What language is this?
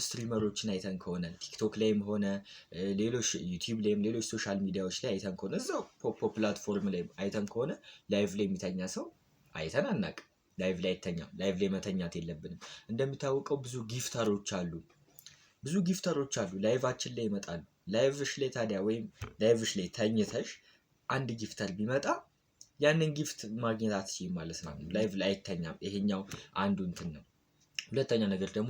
Amharic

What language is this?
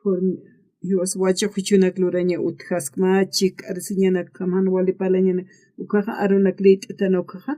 Aymara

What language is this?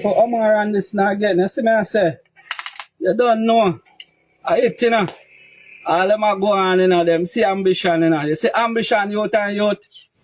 Jamaican Creole English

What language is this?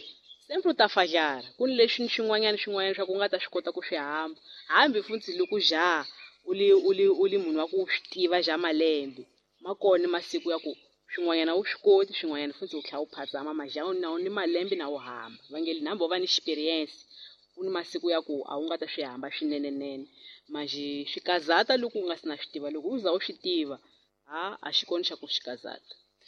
Tsonga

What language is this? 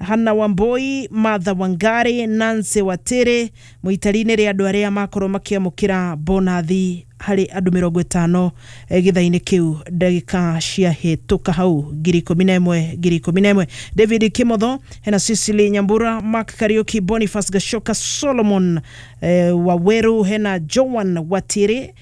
Kikuyu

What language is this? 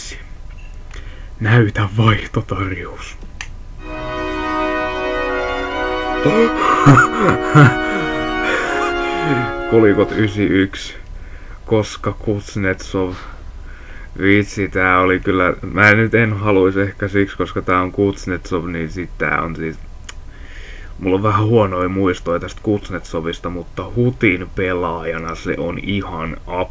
Finnish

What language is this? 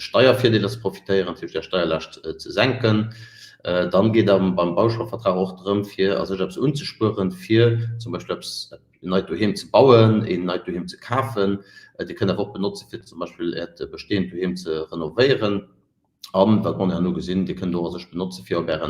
Luxembourgish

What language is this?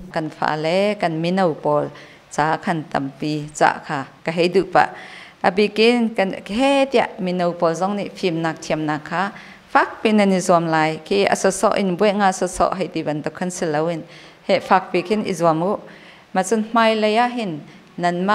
Hakha Chin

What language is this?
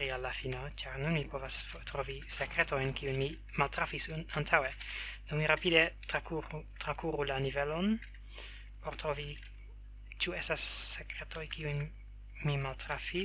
Esperanto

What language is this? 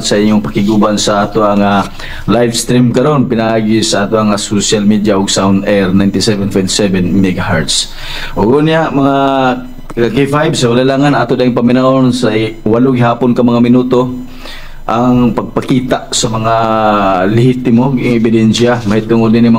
Cebuano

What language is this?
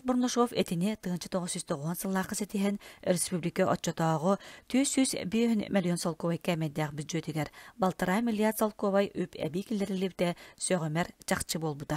Yakut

